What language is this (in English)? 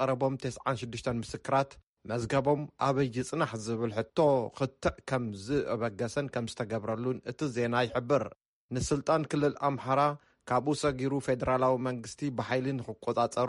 Tigrinya